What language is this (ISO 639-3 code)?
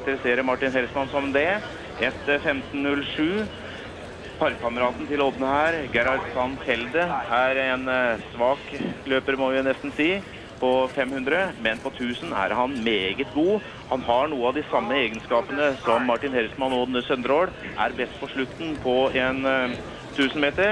nor